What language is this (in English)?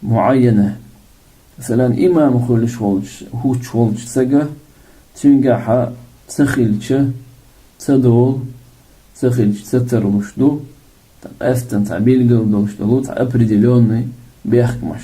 Chechen